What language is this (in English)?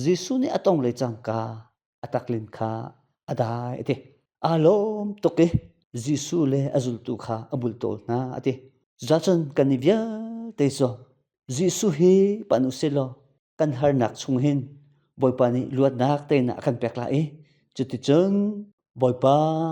Hakha Chin